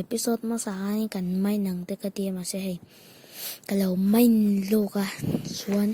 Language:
Mizo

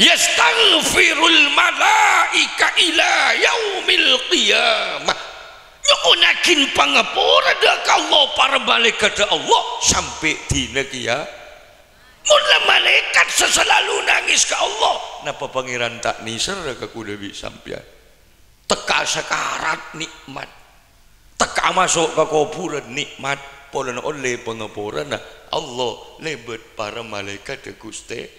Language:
Madurese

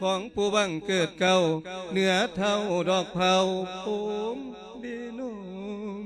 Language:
Lao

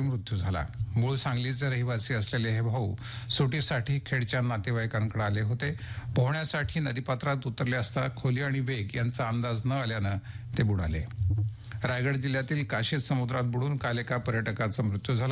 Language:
Marathi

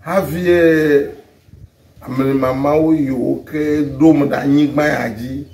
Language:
Ewe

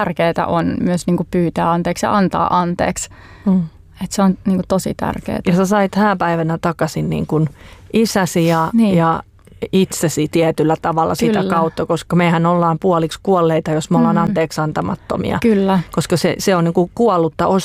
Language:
Finnish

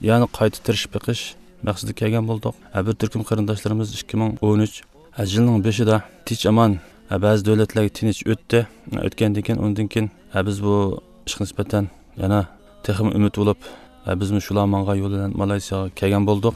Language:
Uyghur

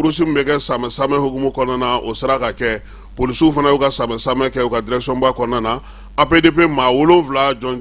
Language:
Bambara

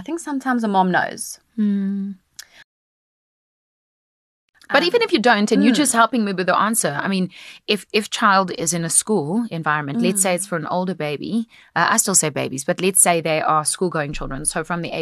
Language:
English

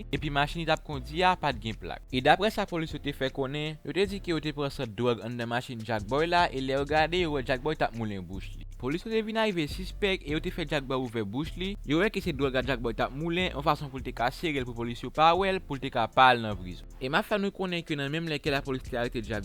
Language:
Haitian Creole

